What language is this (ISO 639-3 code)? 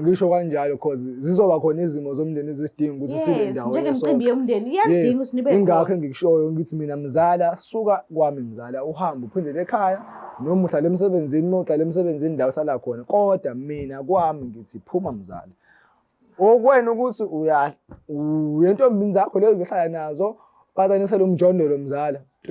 zul